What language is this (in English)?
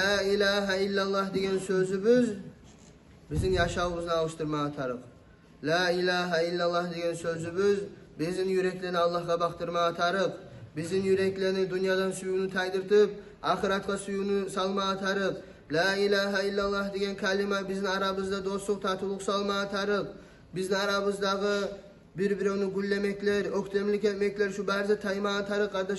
Kumyk